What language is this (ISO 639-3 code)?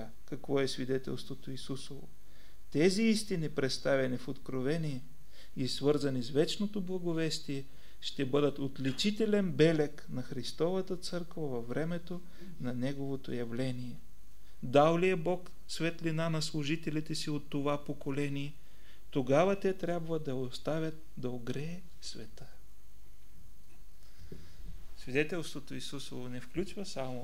bul